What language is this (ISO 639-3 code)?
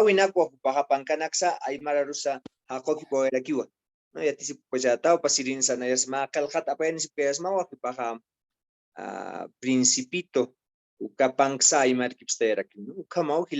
aym